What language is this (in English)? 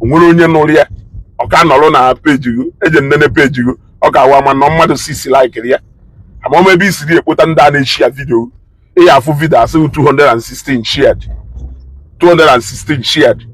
Igbo